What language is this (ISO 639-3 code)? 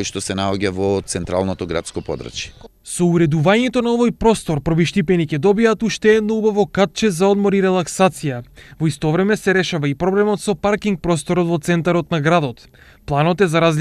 mkd